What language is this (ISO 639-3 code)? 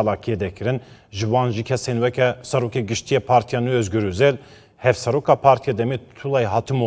kur